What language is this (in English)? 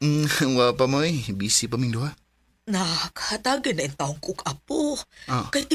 Cebuano